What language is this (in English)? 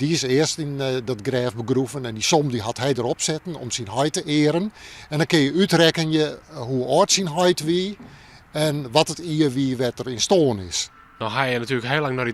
Western Frisian